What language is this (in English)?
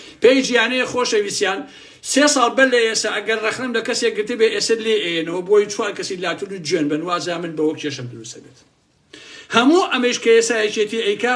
Central Kurdish